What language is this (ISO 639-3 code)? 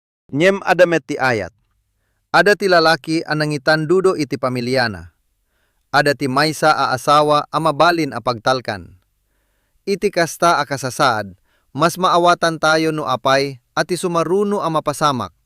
ilo